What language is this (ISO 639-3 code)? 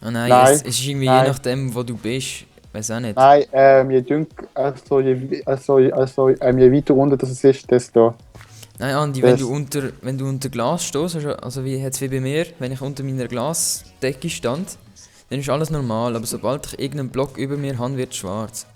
gsw